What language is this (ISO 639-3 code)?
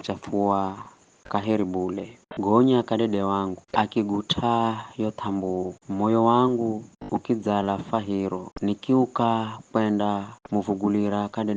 nyf